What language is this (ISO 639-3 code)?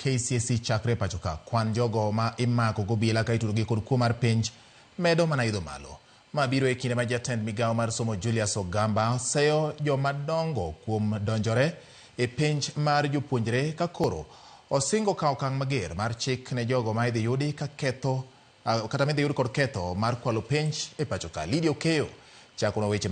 luo